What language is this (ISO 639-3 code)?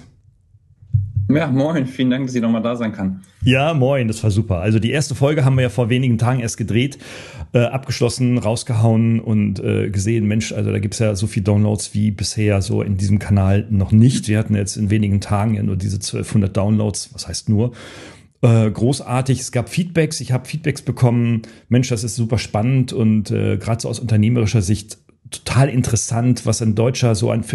deu